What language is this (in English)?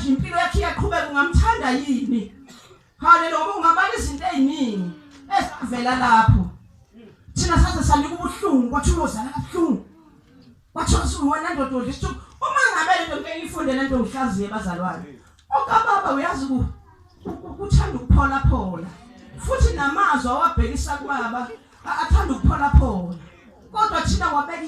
Zulu